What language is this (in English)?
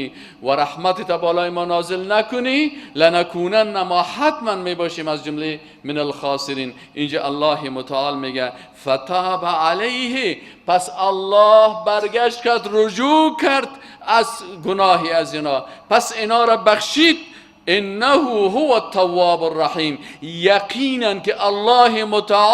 Persian